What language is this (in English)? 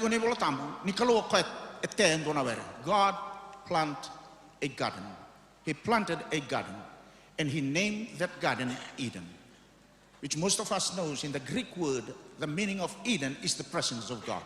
Fijian